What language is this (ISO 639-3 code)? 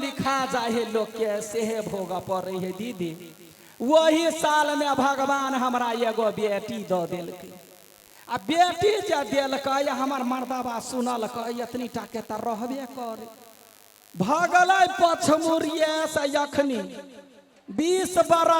mai